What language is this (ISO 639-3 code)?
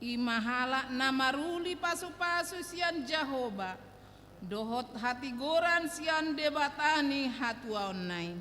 bbc